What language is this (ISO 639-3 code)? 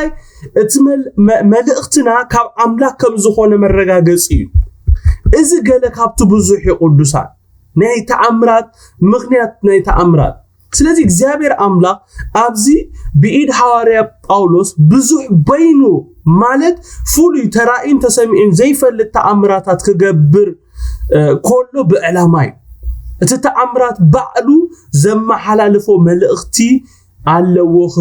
tir